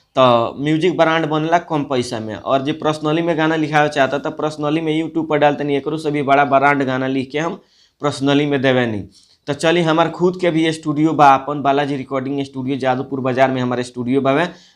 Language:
Bhojpuri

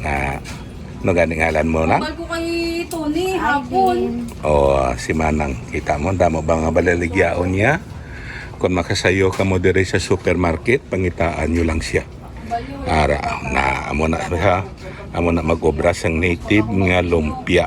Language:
Hiligaynon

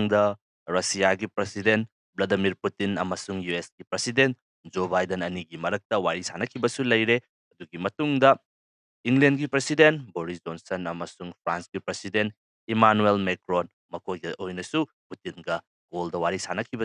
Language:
Manipuri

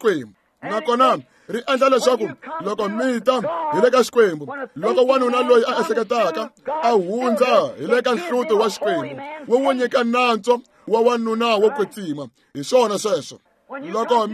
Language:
Tsonga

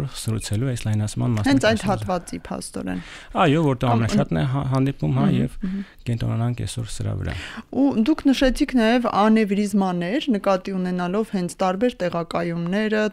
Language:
Armenian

